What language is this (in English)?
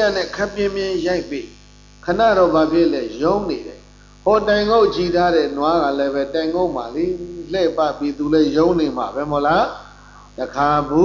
Burmese